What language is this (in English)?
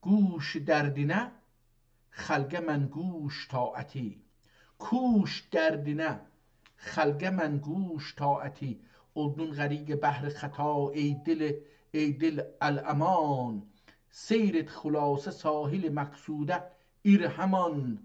South Azerbaijani